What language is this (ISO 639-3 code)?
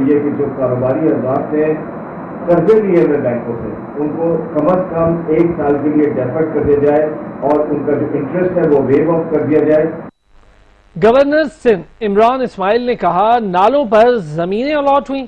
urd